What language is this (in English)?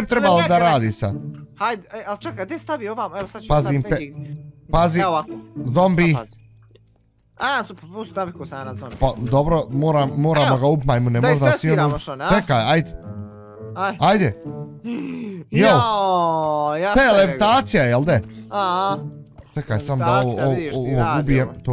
Bosnian